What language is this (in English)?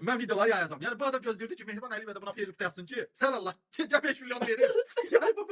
Azerbaijani